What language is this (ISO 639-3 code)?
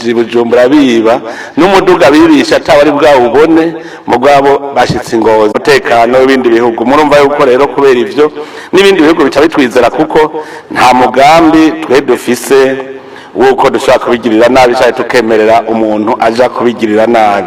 run